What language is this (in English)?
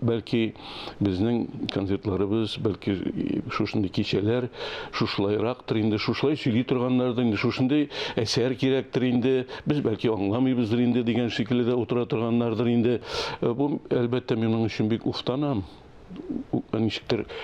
Tatar